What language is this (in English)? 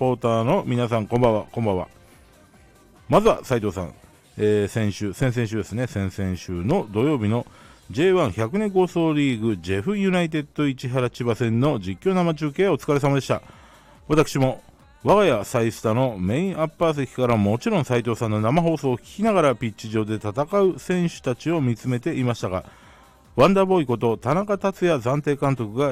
Japanese